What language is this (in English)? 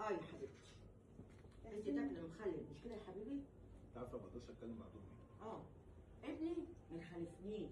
Egyptian Arabic